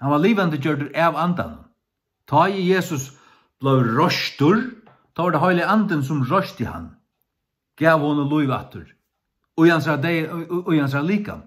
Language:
Faroese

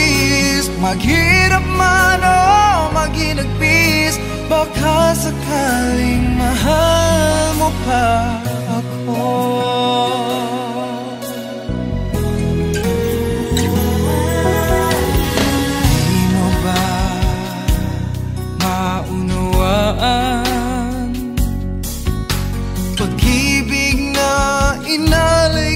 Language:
Filipino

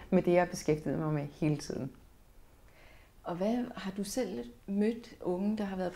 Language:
Danish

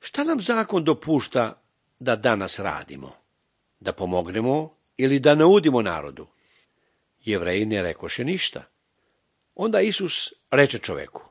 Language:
Serbian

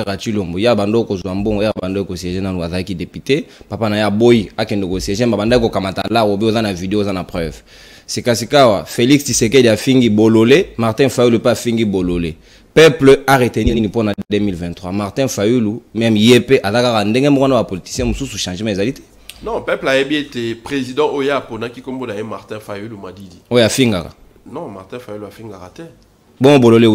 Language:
Lingala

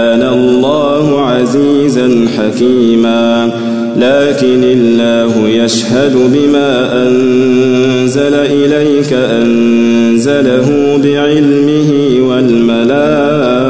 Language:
Arabic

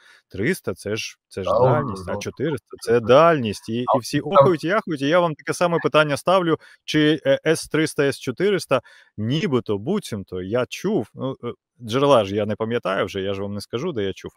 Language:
Ukrainian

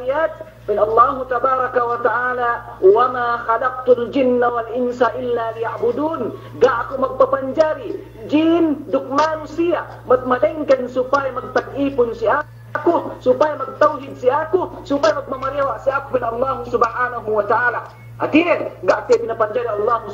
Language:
Yakan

